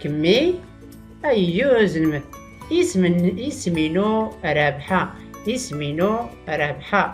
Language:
Tachelhit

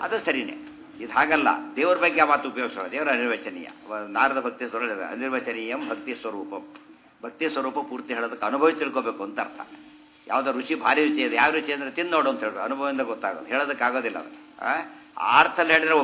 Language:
Kannada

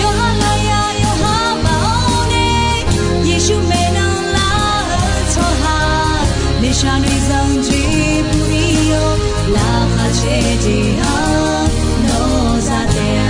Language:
Akha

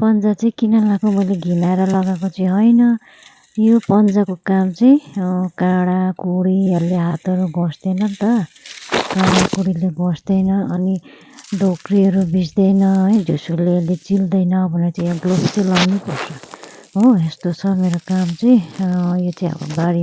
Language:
Nepali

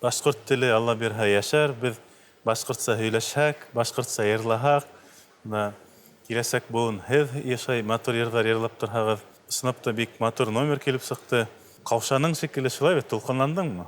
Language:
Bashkir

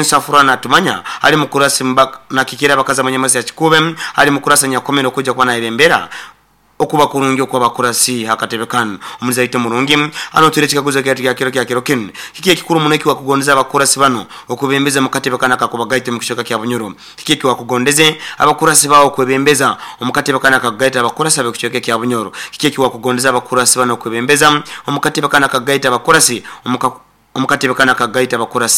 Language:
Nyoro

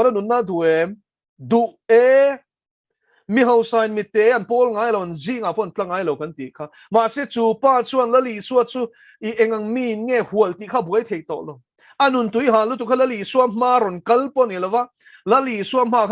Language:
Mizo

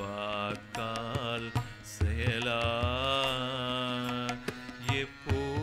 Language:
Tamil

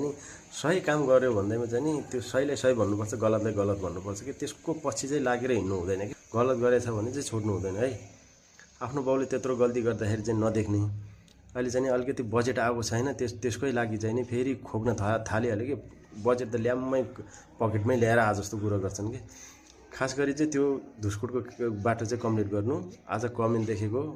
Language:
Nepali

